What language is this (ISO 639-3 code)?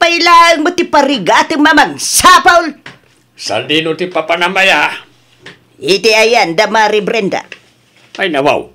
ilo